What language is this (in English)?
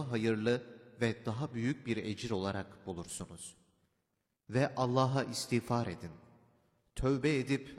Turkish